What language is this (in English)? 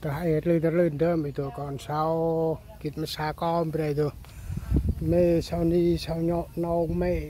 Central Mnong